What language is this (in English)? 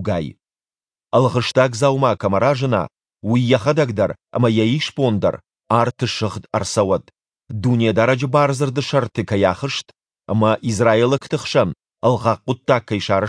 Ossetic